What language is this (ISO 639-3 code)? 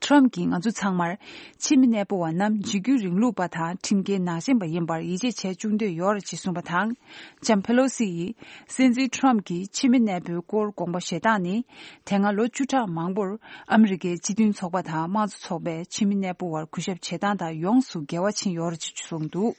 bod